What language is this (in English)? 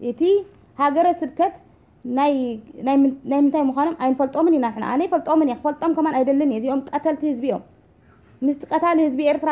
Tigrinya